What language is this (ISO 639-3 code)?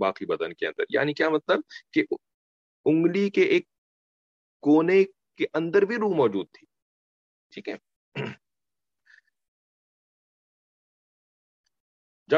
urd